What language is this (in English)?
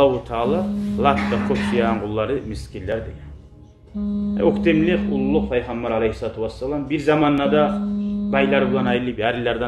Kumyk